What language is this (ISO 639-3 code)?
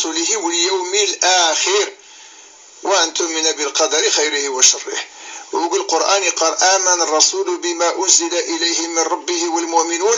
kab